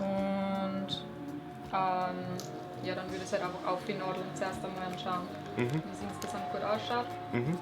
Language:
Bavarian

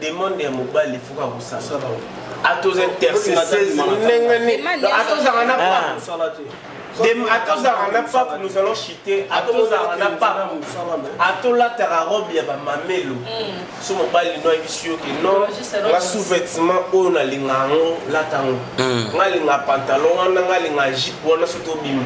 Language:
Lingala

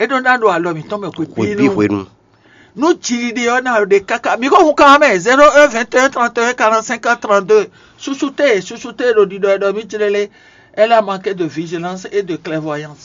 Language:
Fon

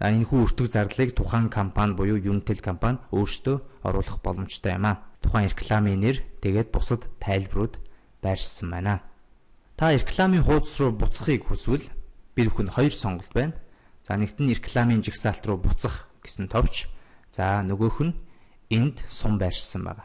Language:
Mongolian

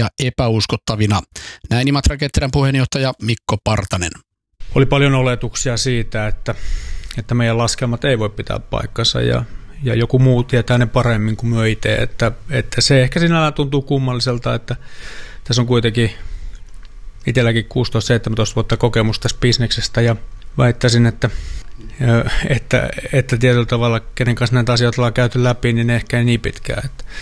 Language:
Finnish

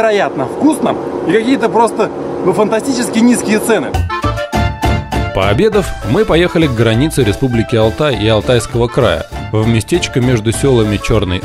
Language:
Russian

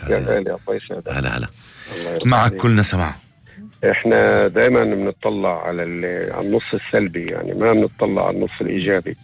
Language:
North Levantine Arabic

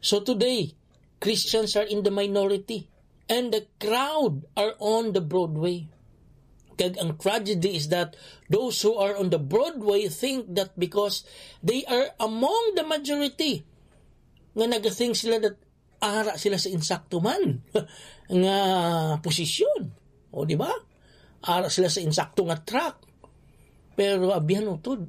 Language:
Hiligaynon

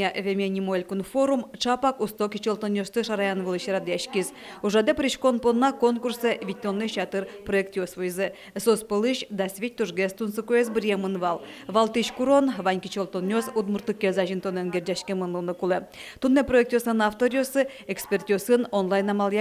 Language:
Udmurt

